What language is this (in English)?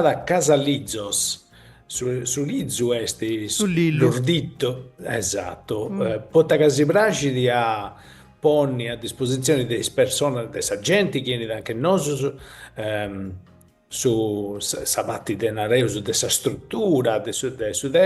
Sardinian